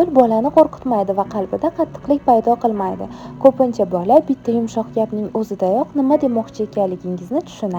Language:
Uzbek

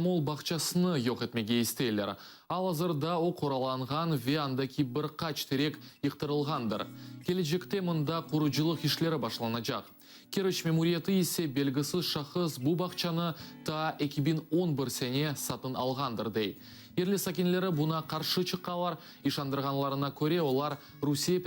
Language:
Crimean Tatar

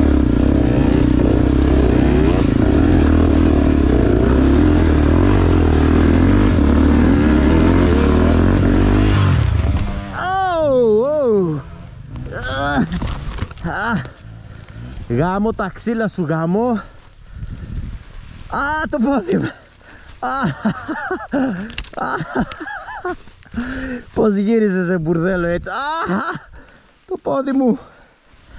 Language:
Greek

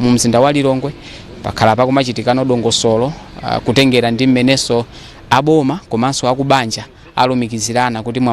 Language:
Nyanja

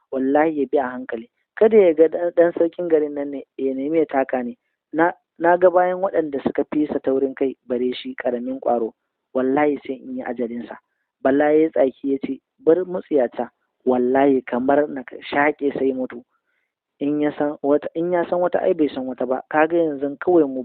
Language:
Hausa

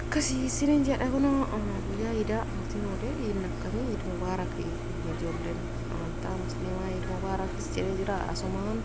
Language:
Oromo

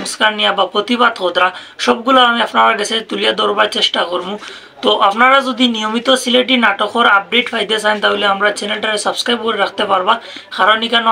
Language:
Sylheti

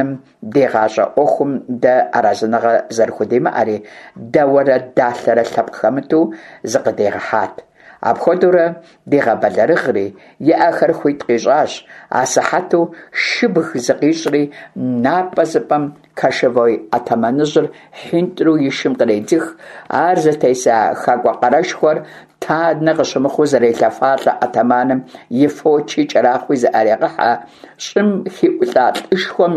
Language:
Kabardian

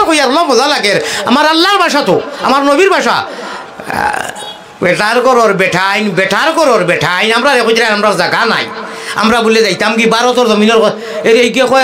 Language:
Sylheti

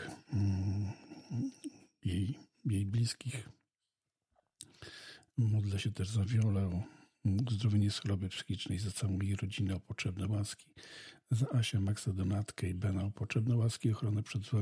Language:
Polish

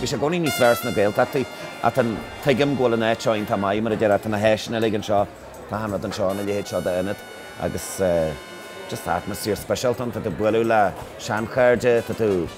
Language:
Irish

